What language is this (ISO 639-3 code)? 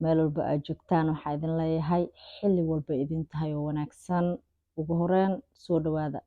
som